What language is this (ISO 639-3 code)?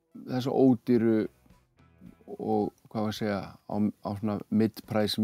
isl